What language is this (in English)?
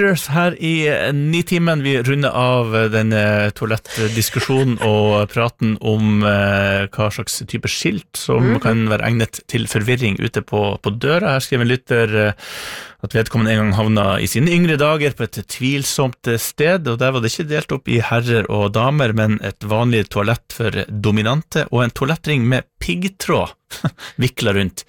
Norwegian